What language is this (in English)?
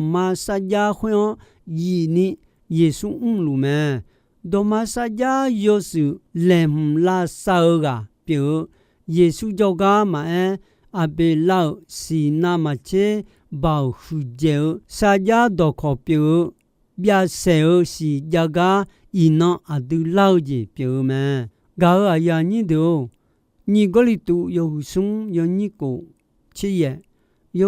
Akha